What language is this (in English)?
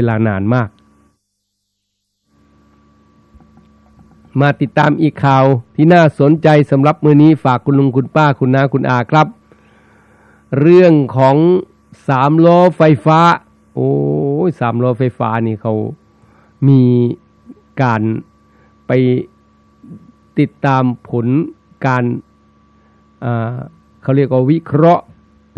Thai